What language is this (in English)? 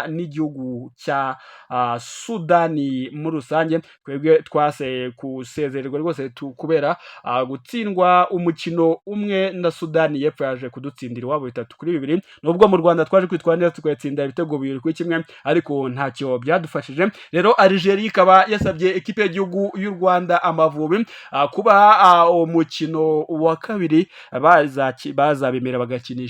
Kinyarwanda